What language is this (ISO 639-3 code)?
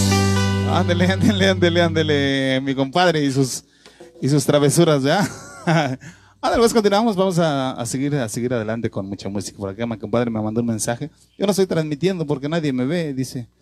spa